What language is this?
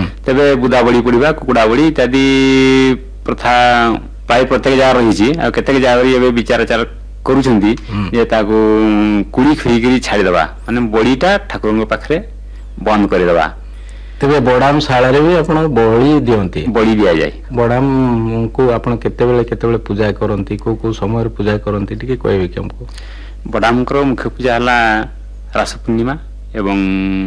Odia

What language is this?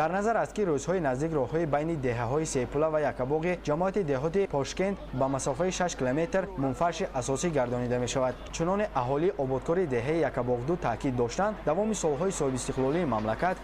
Tajik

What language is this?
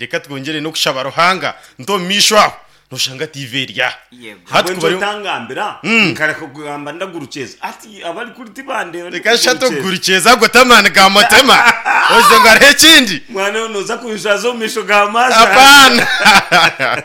Nyankole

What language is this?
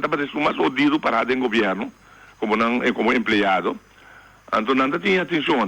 Papiamento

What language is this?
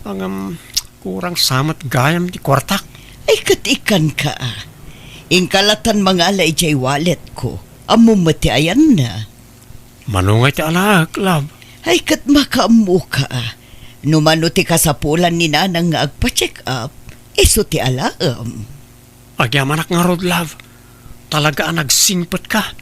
Iloko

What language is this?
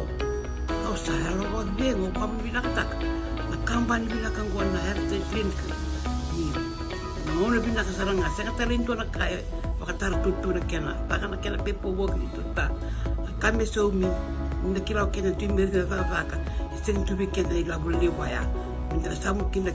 Fijian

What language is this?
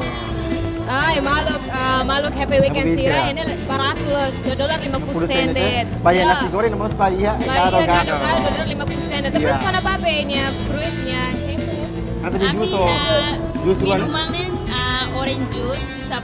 Tetum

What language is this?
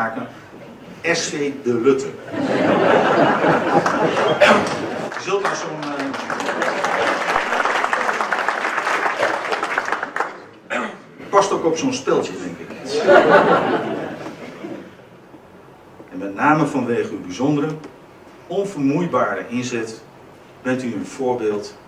Dutch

